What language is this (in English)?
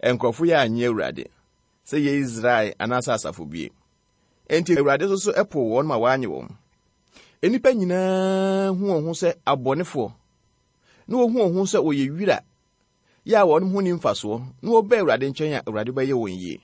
Akan